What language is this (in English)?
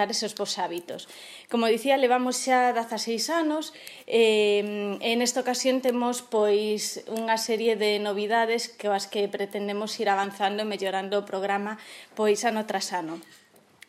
Galician